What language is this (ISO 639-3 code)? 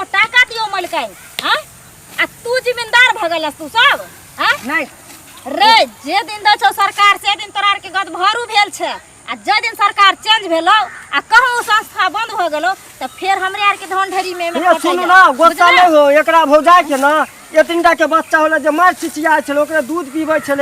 mai